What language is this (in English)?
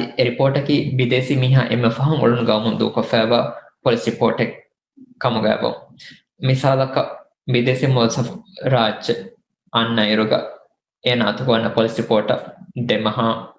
Divehi